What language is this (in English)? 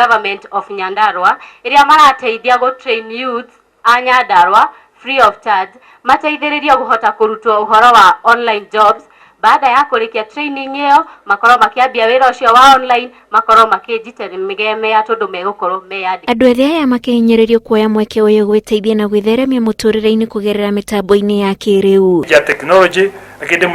Kikuyu